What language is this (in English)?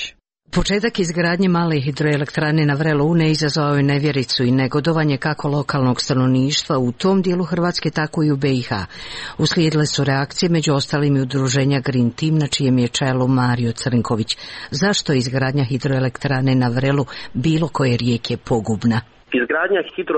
Croatian